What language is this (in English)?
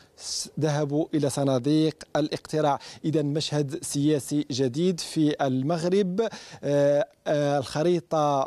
Arabic